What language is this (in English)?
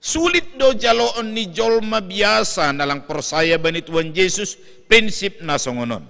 Batak Simalungun